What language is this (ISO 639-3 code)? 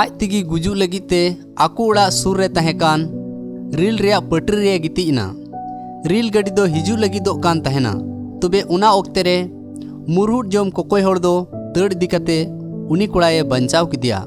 sat